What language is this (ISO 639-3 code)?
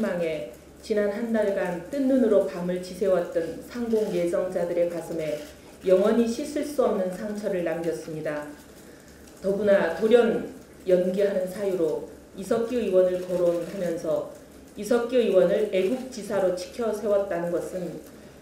kor